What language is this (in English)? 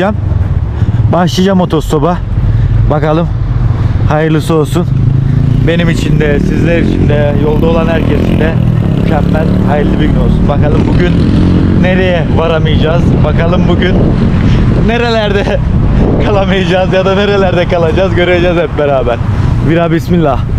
Turkish